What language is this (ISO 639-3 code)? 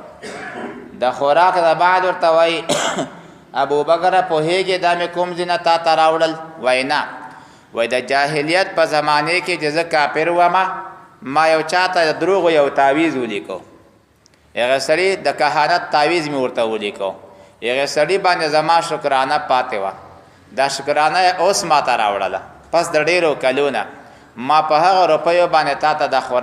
pus